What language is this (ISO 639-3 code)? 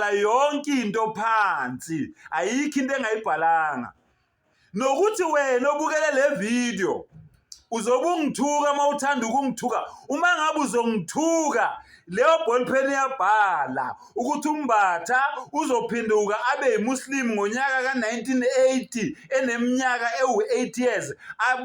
zul